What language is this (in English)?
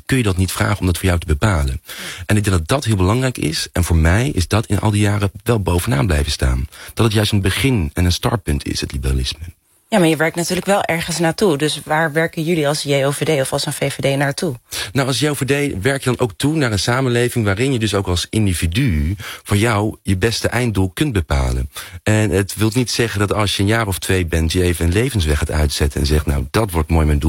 Dutch